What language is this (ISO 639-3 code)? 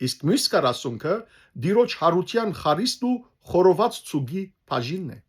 hyw